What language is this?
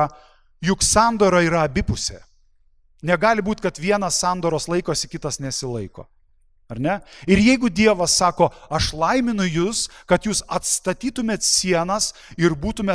Lithuanian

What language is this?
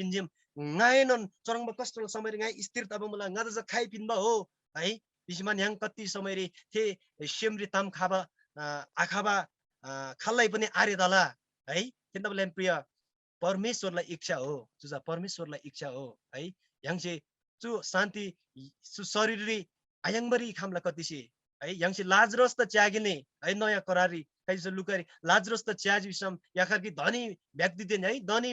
Eastern Tamang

